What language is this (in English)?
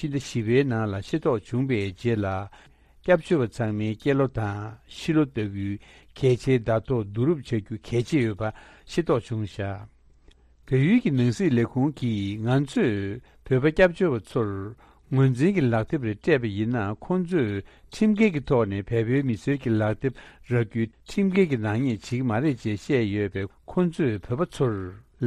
Tibetan